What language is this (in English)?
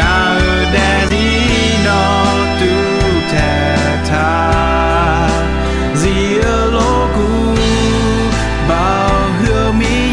Akha